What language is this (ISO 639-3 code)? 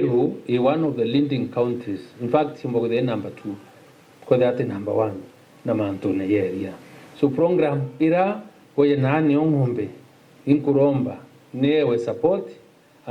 mer